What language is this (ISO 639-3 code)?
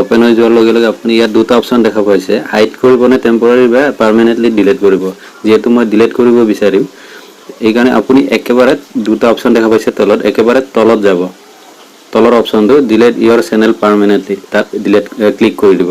asm